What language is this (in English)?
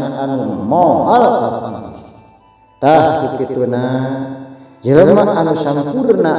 Sundanese